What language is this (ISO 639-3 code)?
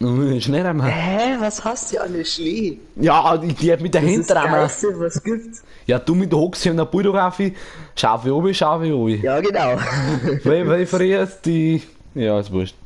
bar